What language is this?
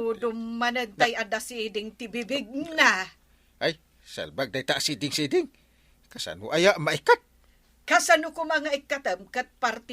Iloko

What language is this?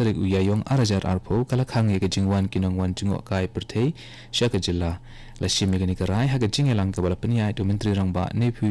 Khasi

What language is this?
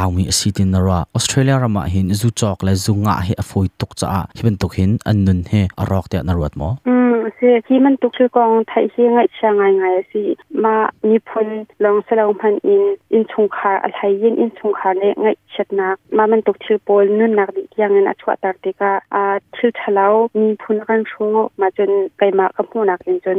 Hakha Chin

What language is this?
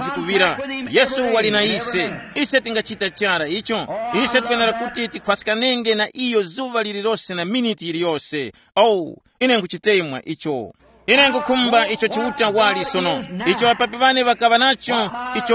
Tumbuka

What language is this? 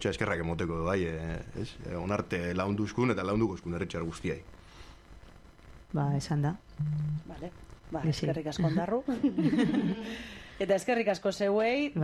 Basque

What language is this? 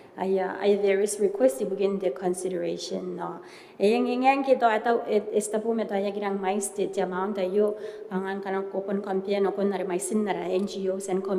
Gilbertese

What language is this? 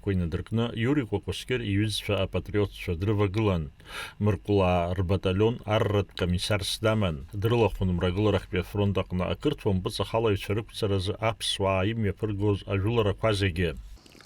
Abkhazian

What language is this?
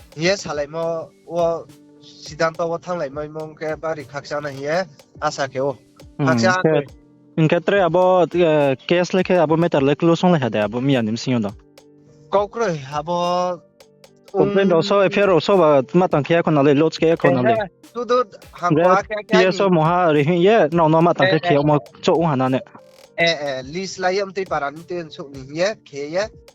Riang (India)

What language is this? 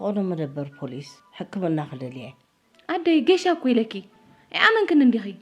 Tigrinya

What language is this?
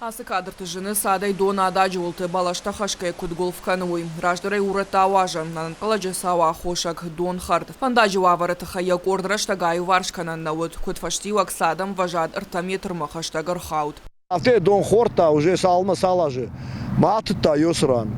Ossetic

